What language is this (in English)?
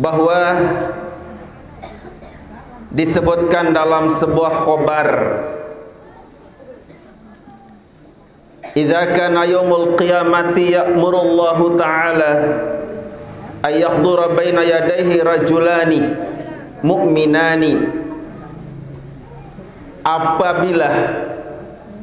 Sasak